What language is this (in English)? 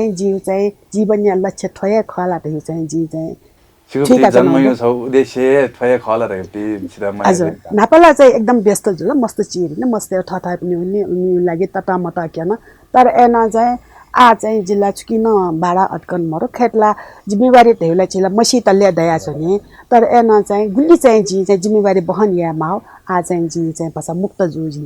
Newari